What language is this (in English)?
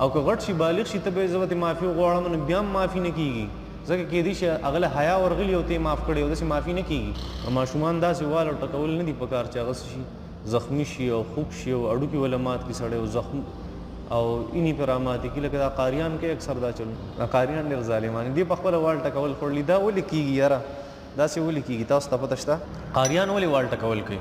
Pashto